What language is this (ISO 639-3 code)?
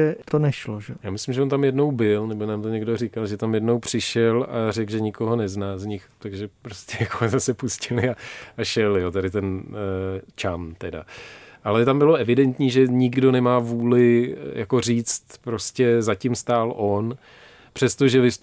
ces